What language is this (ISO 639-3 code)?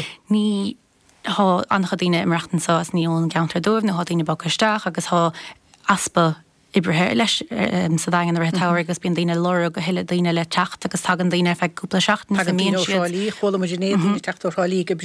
gle